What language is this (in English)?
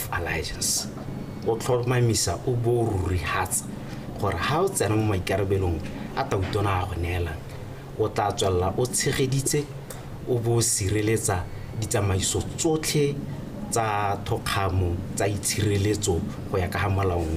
Tswana